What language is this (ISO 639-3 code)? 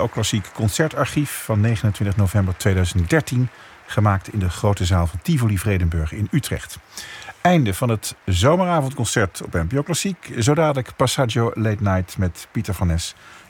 nld